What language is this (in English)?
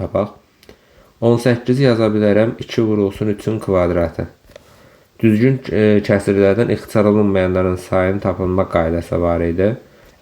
Azerbaijani